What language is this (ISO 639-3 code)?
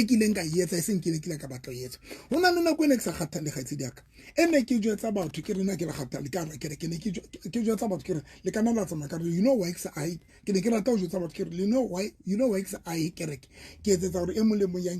sot